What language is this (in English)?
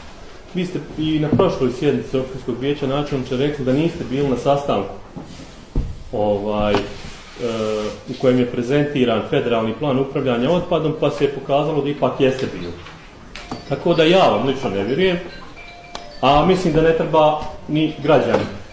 Bosnian